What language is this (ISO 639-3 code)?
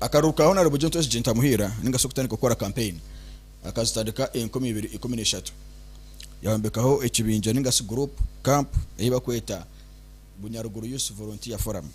nyn